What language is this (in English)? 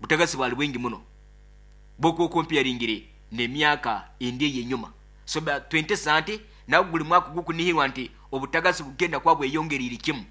Nyoro